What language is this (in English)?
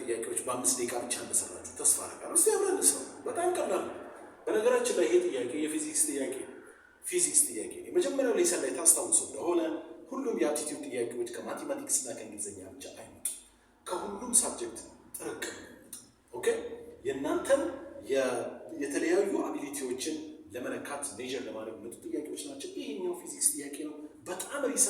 Amharic